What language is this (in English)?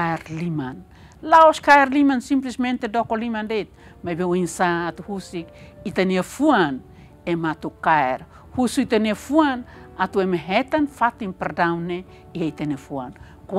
Tetum